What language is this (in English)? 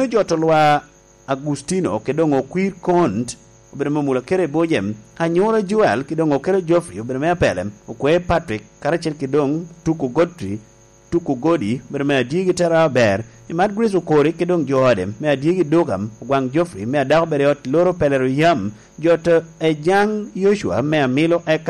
Lango (Uganda)